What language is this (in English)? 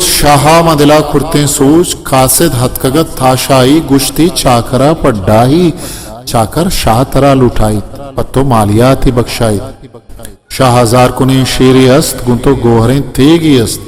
Eastern Balochi